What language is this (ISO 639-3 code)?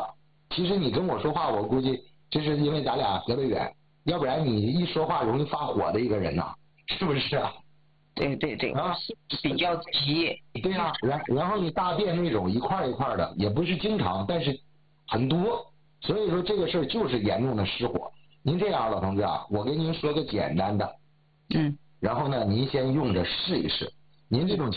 zho